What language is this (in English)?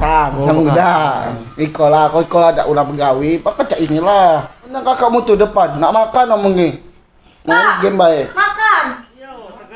Musi